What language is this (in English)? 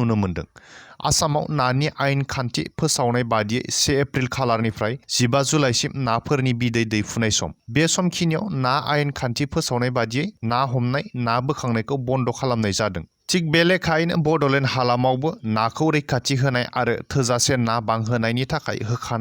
Bodo